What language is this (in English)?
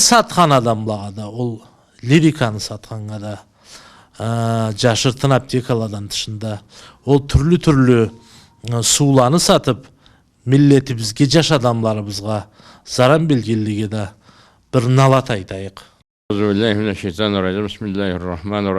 Karachay-Balkar